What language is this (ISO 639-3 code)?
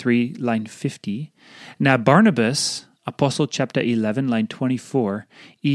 tpi